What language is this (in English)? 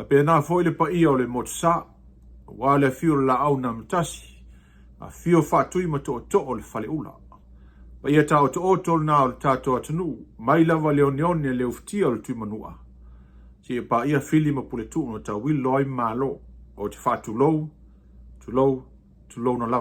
Samoan